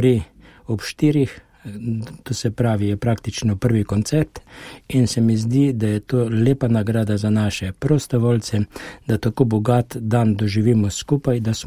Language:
Slovenian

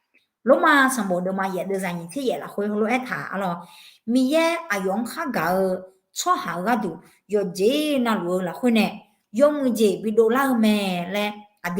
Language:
Akha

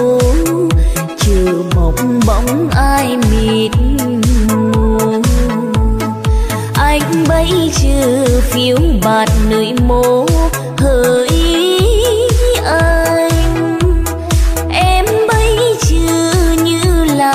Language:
Vietnamese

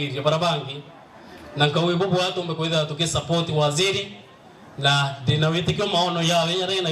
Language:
Meru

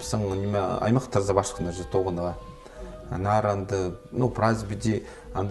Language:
Khakas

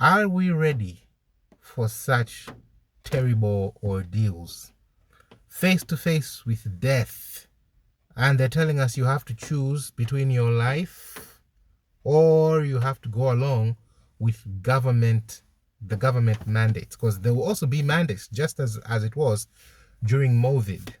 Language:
English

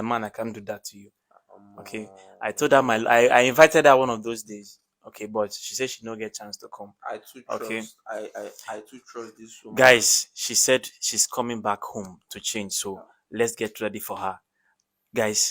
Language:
Nigerian Pidgin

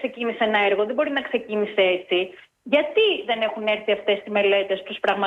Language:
Greek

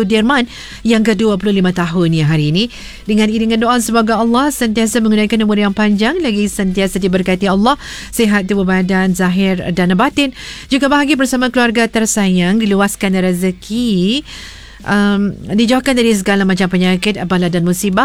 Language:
Malay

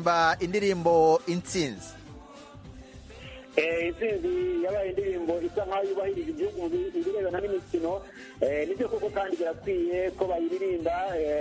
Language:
Kinyarwanda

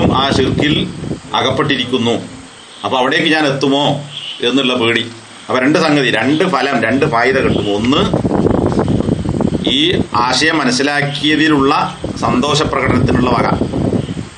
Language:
Malayalam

